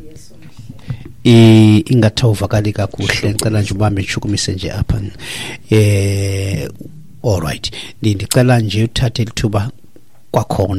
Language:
Xhosa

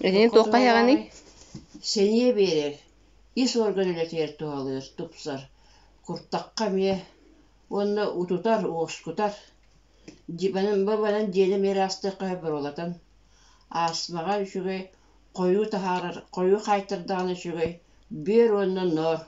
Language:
Yakut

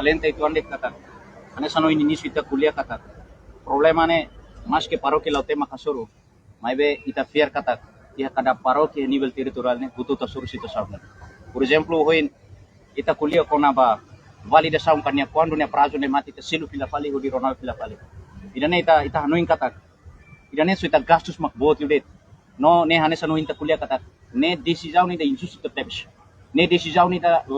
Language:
Tetum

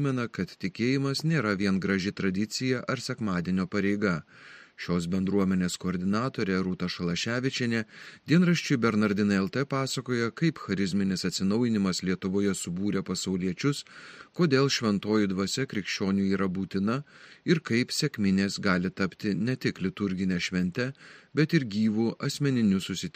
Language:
Lithuanian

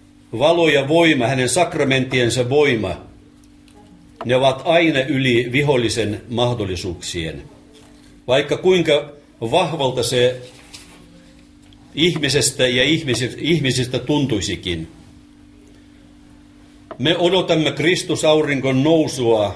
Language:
Finnish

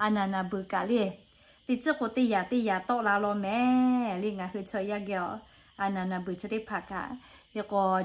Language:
Lahu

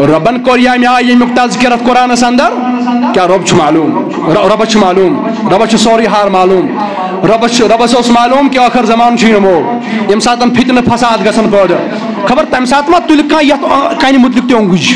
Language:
Kashmiri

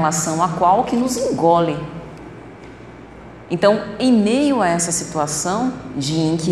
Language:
Portuguese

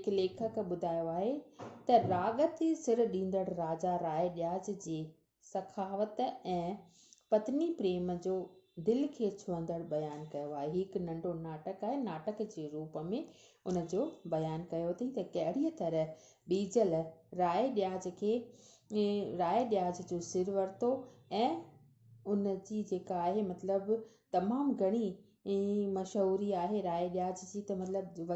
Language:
Sindhi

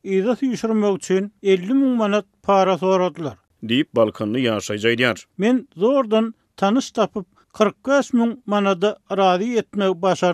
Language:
Turkmen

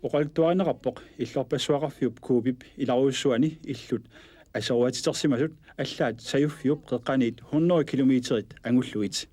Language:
Kalaallisut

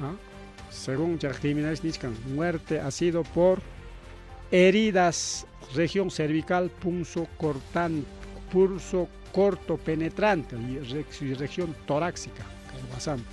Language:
Ayacucho Quechua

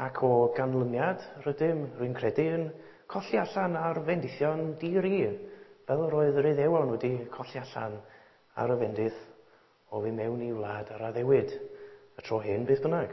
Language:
Welsh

